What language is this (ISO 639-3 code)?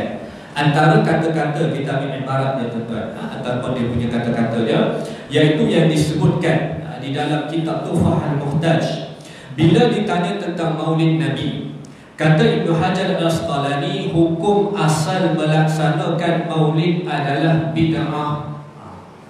msa